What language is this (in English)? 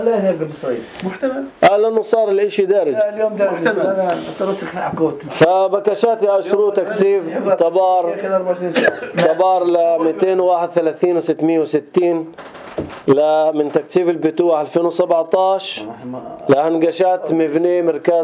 North Levantine Arabic